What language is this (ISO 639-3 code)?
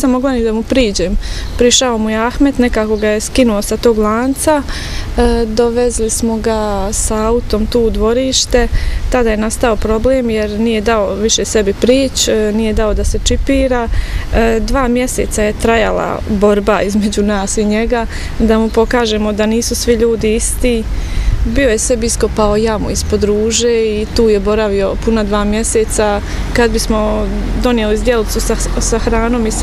bos